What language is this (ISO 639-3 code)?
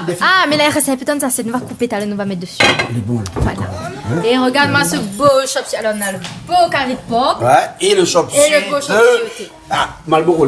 rcf